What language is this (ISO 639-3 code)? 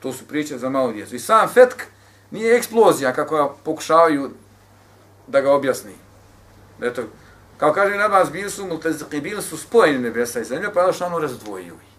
bos